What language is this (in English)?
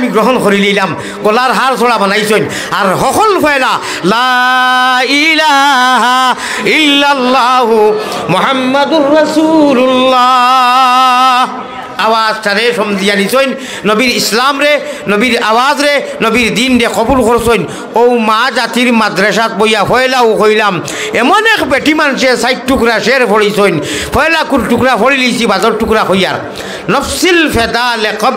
Sylheti